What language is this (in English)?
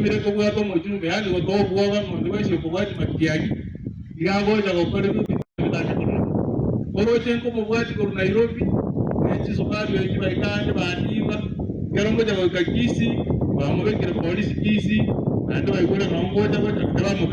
Gusii